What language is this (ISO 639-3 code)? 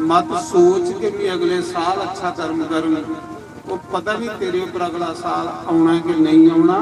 doi